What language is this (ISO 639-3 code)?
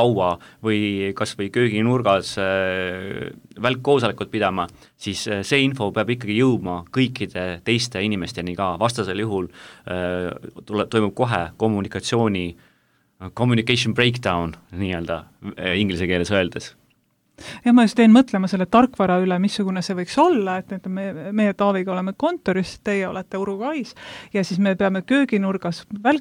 est